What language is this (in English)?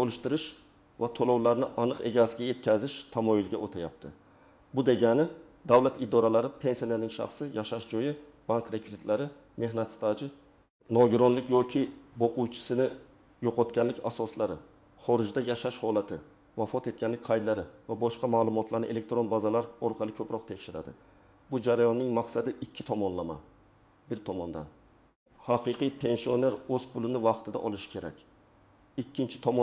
Uzbek